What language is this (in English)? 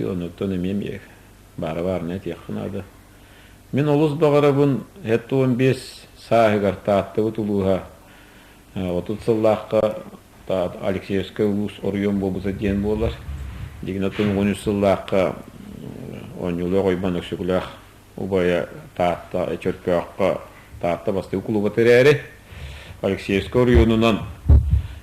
Yakut